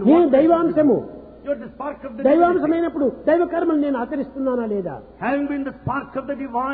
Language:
Telugu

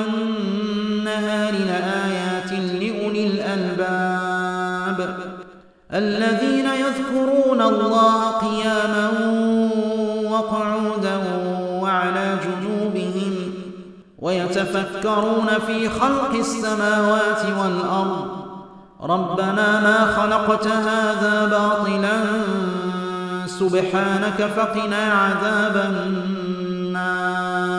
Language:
Arabic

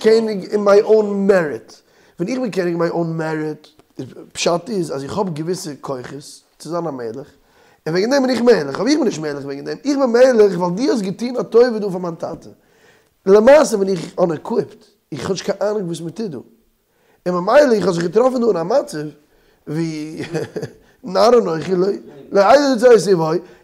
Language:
Yiddish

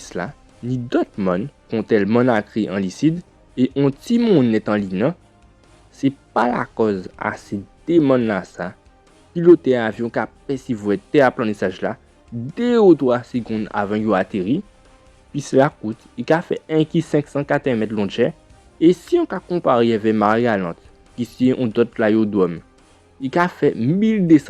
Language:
Guadeloupean Creole French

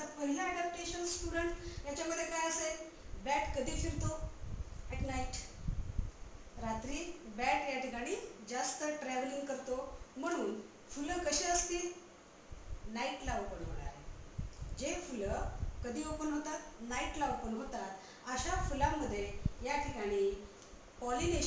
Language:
Marathi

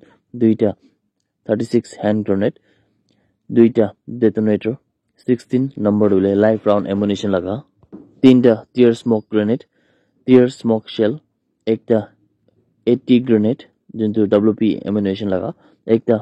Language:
Naga Pidgin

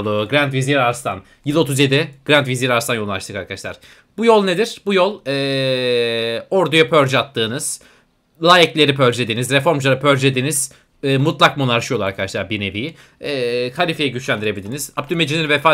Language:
Turkish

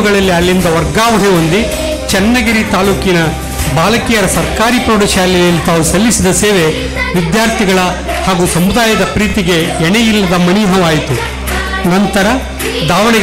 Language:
Kannada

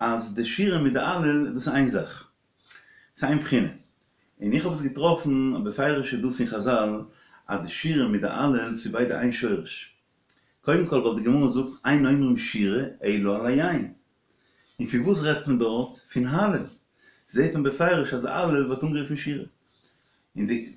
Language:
Yiddish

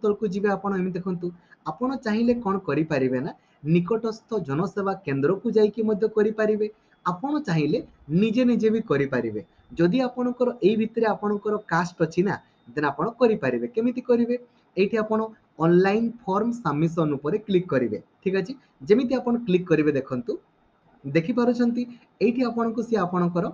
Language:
Odia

